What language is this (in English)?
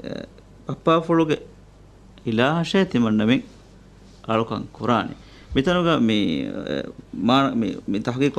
Divehi